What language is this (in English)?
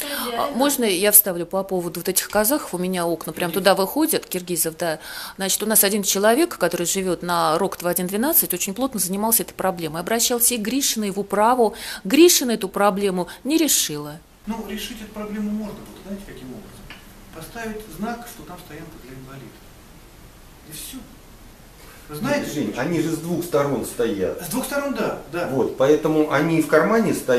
Russian